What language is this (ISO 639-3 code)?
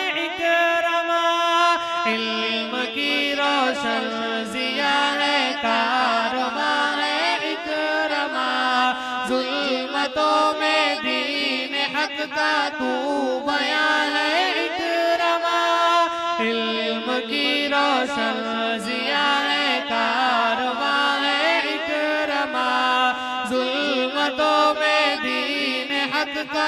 urd